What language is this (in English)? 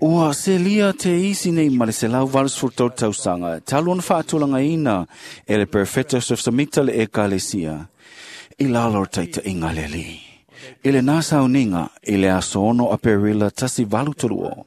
Samoan